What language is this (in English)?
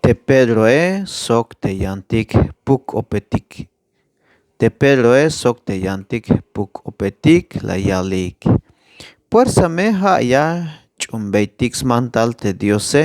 Tzeltal